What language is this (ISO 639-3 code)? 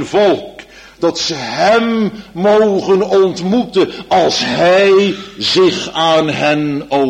nld